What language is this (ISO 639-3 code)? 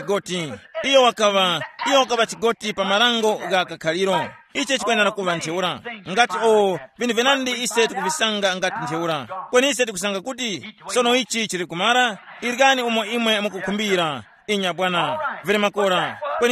tum